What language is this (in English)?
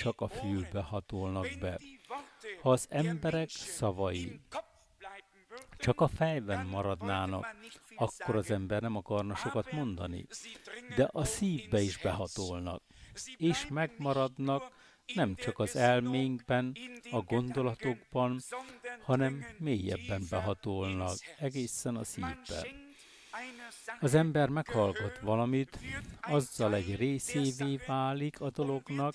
Hungarian